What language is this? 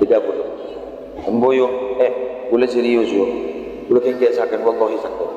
Madurese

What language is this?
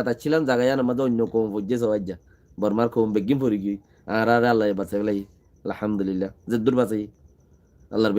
Rohingya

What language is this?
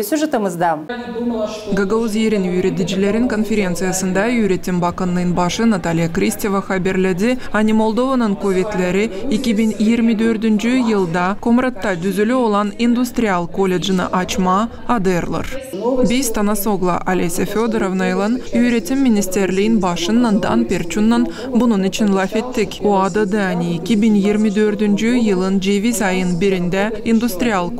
Gagauz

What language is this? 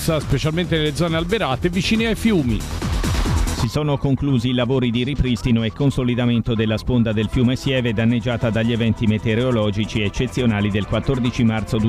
Italian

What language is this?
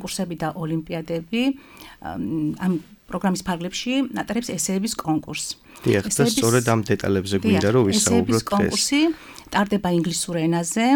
Georgian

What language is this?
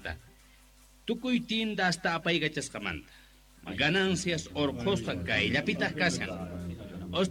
Quechua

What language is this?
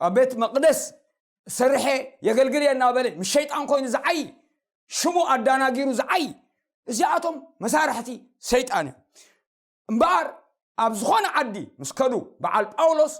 Tigrinya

